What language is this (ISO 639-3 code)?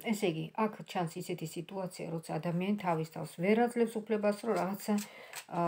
kat